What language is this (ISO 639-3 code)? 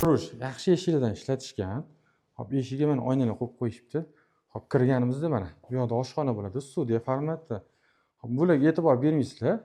uzb